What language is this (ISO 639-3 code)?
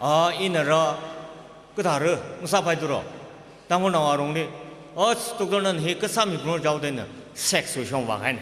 nmf